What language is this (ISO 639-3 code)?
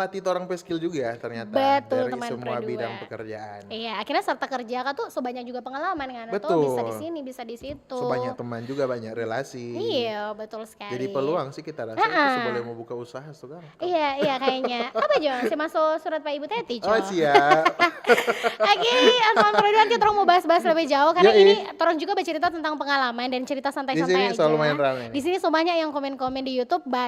xmm